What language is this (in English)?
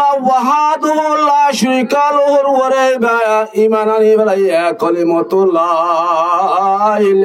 Rohingya